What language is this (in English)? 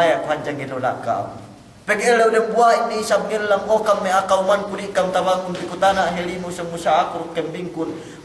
Yakan